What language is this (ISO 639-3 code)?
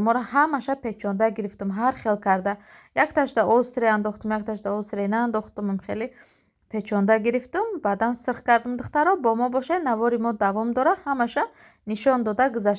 tgk